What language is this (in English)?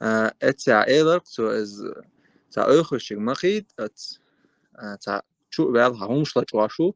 Chechen